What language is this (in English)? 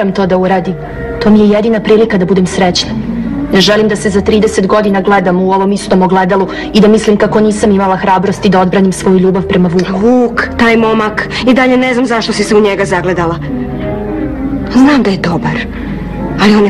Serbian